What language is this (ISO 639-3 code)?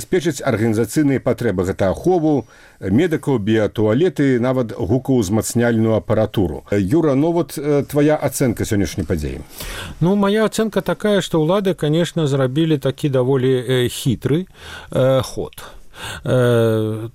bel